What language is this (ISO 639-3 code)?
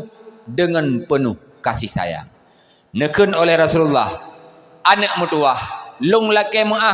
ace